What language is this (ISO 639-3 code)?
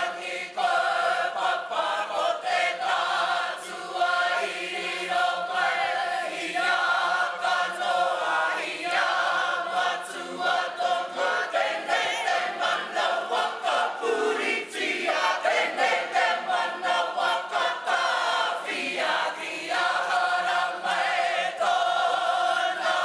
mri